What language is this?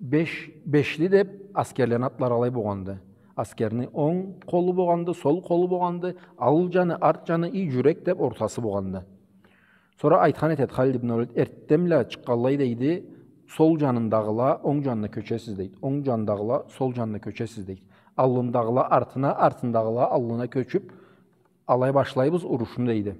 Karachay-Balkar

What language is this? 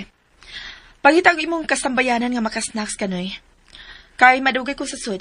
Cebuano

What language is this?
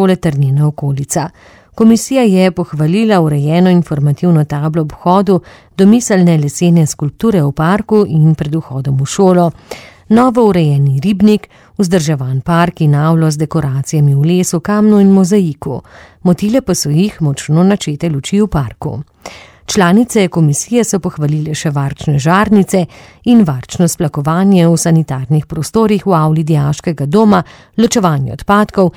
Slovenian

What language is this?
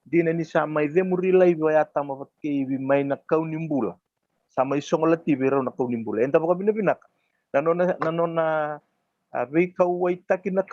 Fijian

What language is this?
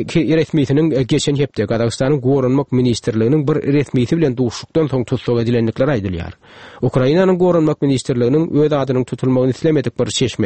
Turkmen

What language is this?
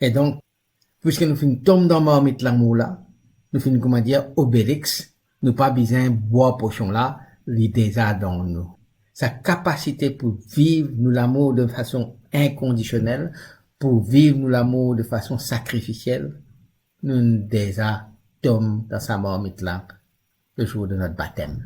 Morisyen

